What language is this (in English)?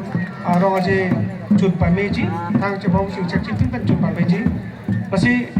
Karbi